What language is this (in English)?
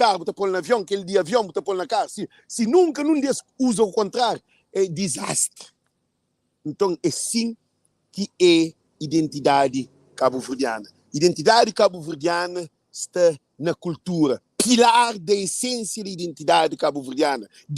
Kabuverdianu